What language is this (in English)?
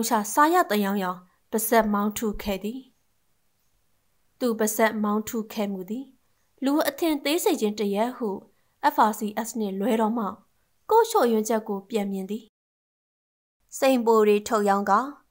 Burmese